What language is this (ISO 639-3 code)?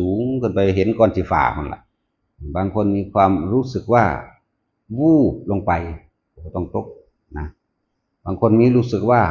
tts